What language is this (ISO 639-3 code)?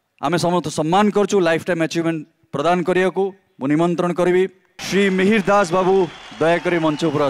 ori